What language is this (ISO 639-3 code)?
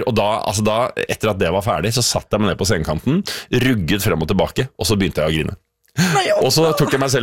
nor